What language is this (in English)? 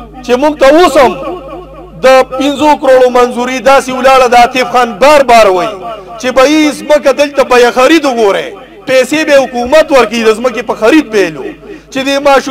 Pashto